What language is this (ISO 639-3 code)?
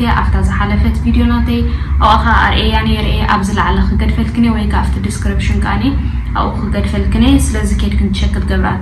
tir